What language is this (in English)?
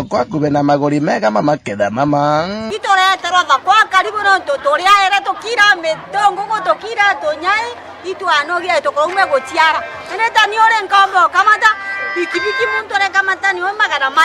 Meru